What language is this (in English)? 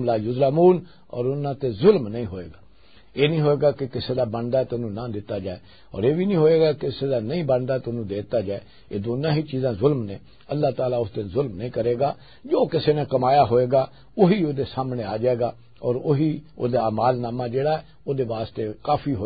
Western Panjabi